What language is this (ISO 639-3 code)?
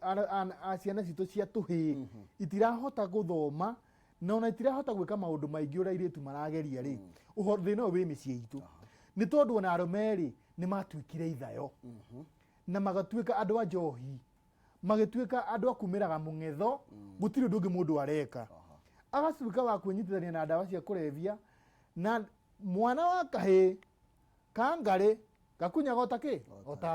kik